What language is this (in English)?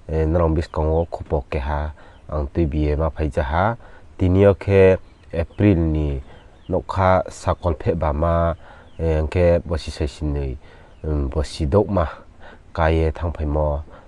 Riang (India)